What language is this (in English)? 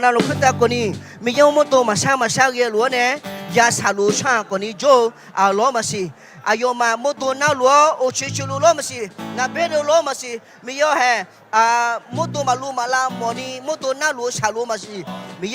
Akha